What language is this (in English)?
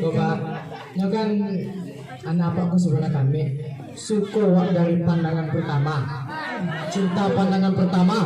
Minangkabau